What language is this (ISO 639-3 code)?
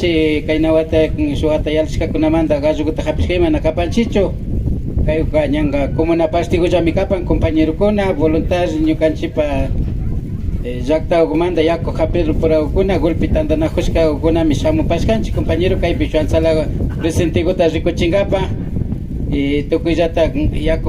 qvi